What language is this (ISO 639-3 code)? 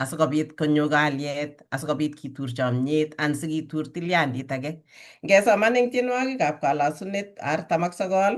kln